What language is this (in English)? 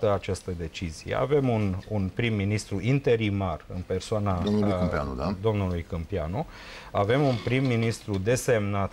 Romanian